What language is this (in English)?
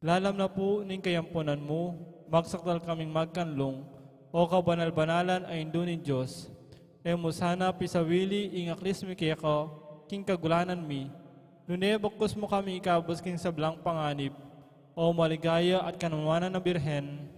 Pampanga